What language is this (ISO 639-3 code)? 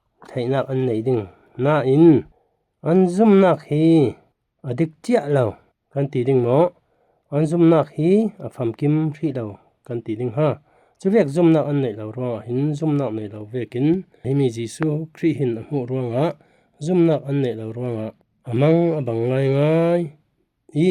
cfm